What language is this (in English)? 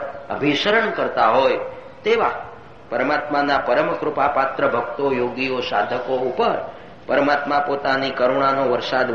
Gujarati